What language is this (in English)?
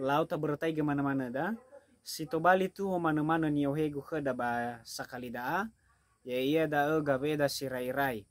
Nias